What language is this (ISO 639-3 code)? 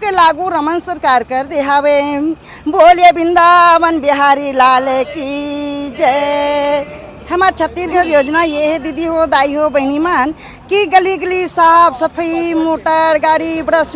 hne